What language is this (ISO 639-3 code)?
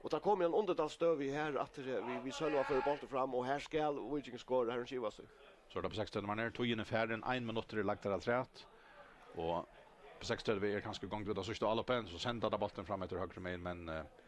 fao